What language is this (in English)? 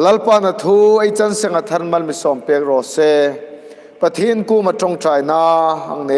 Hmar